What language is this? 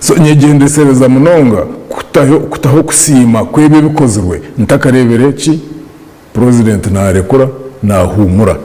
Nyankole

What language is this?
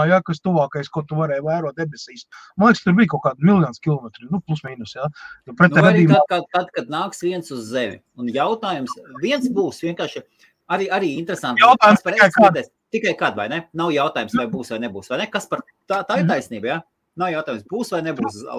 Latvian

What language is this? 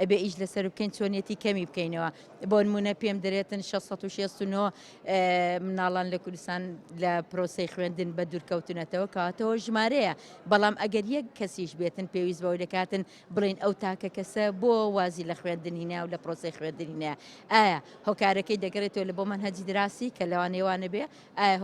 Central Kurdish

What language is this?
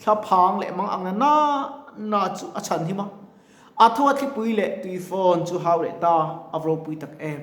Mizo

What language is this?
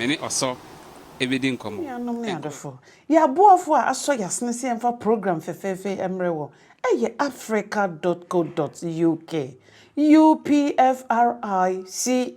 Akan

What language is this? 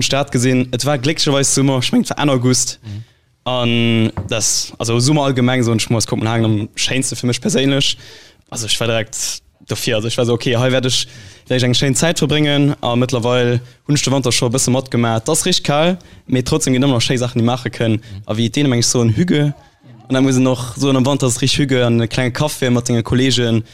Luxembourgish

